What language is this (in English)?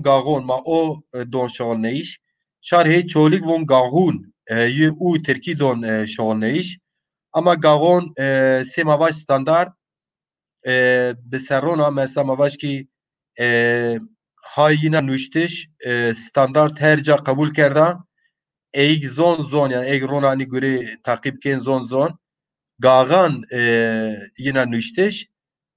Zaza